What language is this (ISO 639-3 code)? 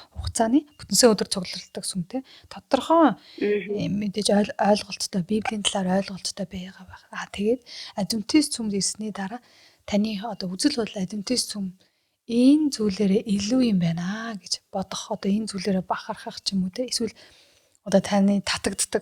mon